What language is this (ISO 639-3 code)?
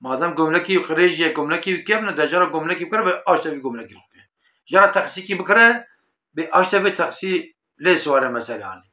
kur